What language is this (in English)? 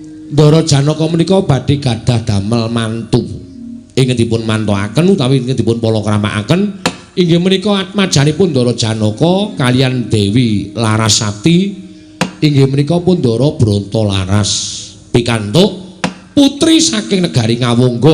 Javanese